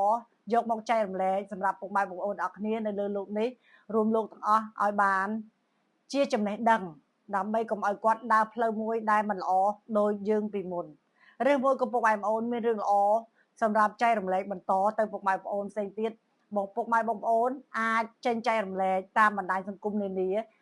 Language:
Khmer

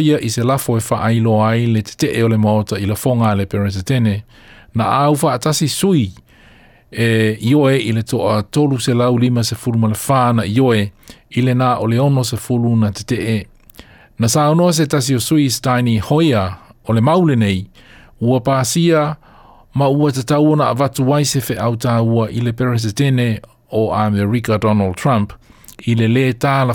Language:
Samoan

